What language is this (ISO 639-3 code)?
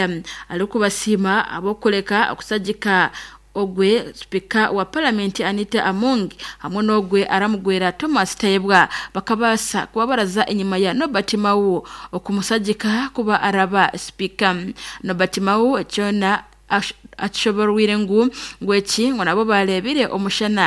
nyn